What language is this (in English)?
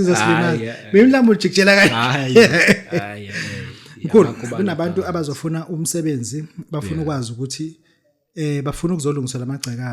Zulu